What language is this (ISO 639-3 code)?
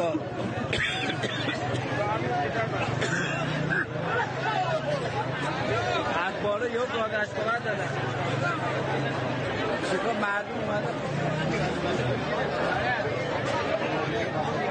fas